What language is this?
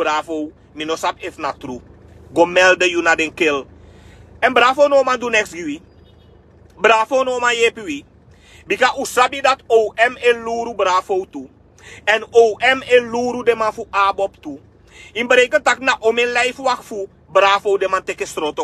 Sranan Tongo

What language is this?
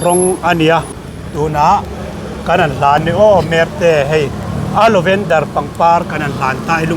Mizo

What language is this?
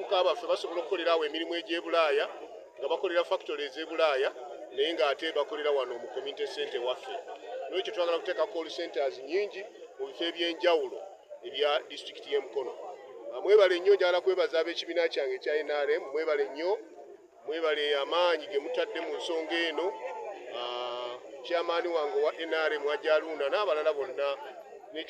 Ganda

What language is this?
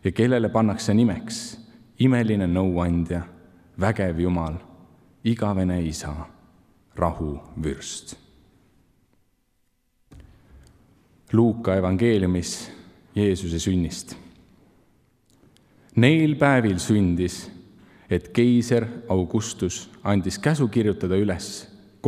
Estonian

